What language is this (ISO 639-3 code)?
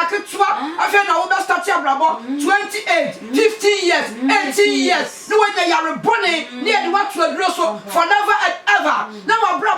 aka